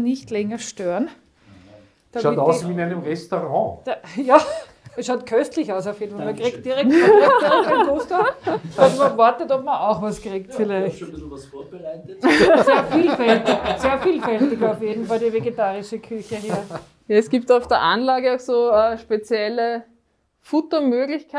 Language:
German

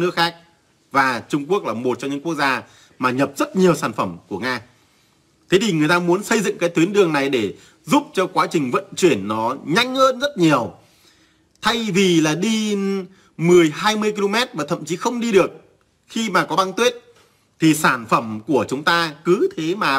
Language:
Vietnamese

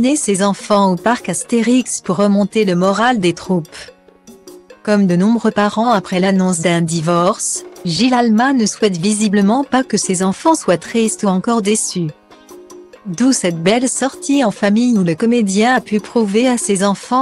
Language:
French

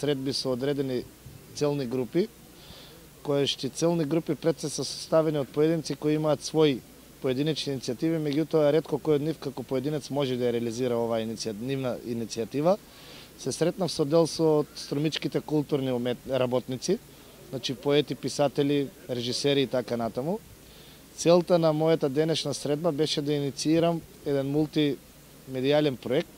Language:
Macedonian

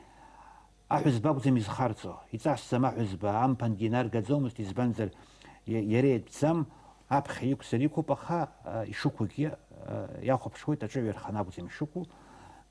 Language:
Abkhazian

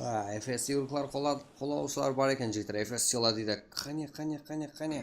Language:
Kara-Kalpak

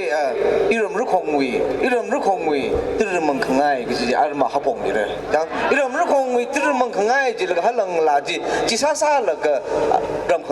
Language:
Tangkhul Naga (India)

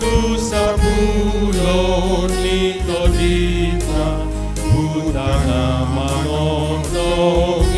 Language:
Batak Toba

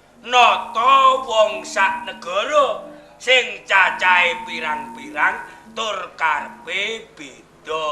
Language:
Javanese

